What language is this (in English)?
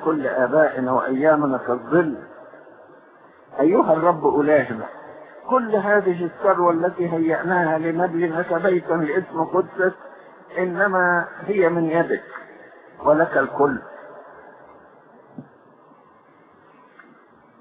Egyptian Arabic